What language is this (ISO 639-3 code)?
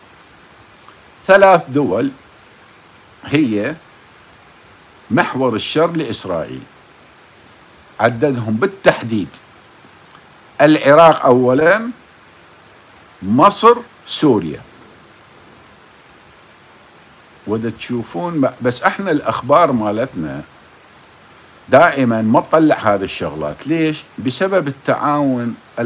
acm